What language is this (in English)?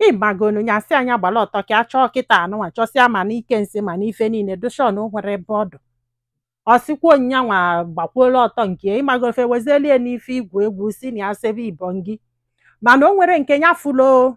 Igbo